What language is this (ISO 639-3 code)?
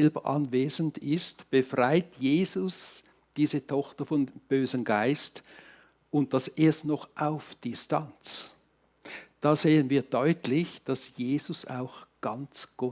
gsw